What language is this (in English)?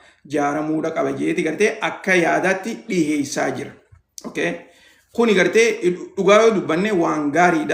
Oromo